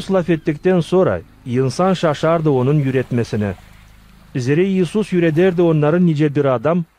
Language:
Gagauz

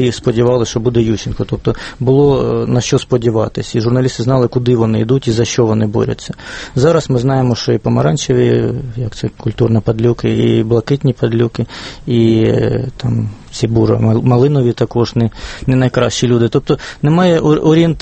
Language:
Ukrainian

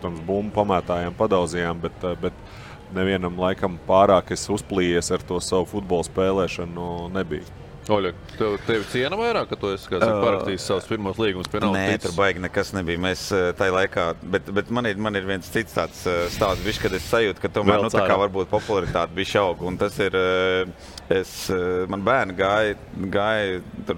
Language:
Latvian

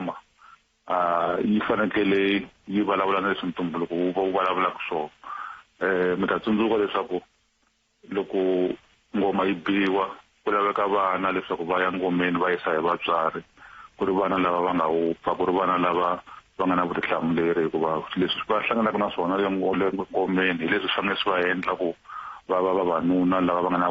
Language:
Tsonga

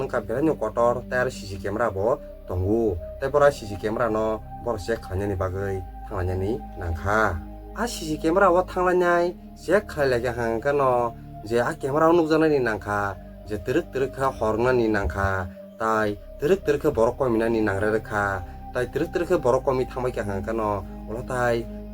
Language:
Kok Borok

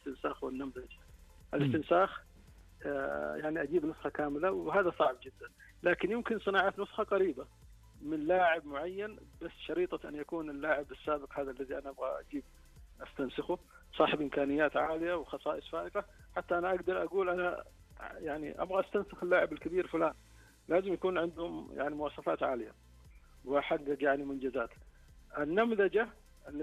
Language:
Arabic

